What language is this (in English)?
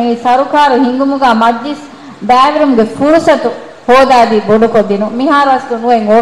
Divehi